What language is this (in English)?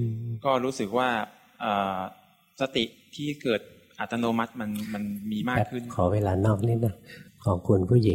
Thai